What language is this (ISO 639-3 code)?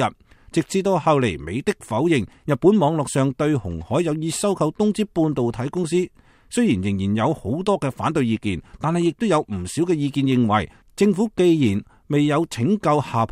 yue